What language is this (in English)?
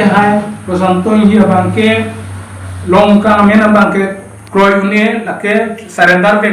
Karbi